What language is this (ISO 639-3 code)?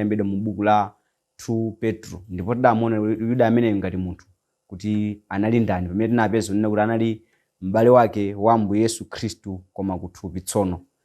nya